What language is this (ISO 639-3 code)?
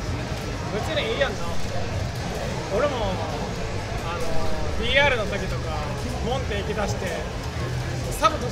jpn